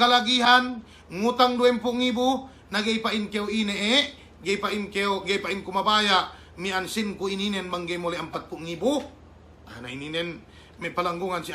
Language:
Yakan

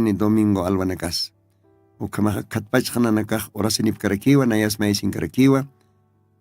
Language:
Aymara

